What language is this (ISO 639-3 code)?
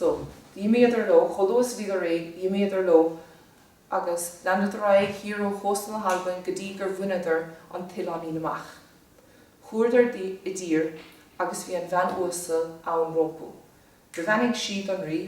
gle